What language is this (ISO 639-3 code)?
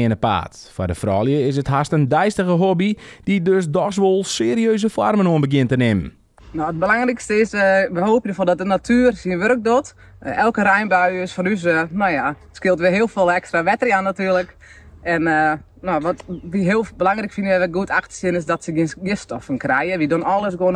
fry